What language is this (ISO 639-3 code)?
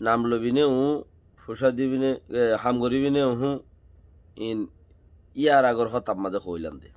rhg